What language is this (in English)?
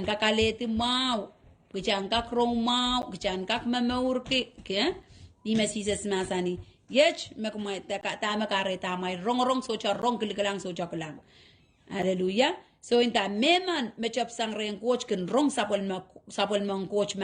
Pohnpeian